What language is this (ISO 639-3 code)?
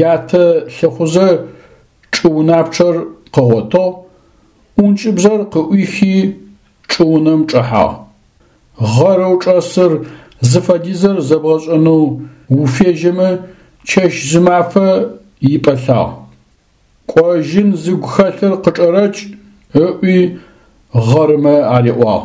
ady